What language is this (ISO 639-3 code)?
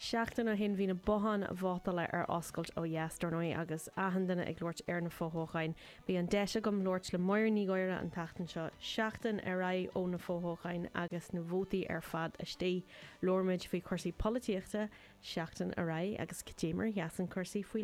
gle